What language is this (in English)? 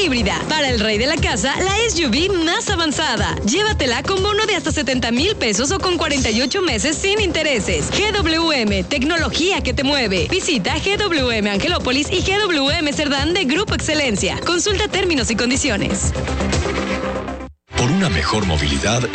Spanish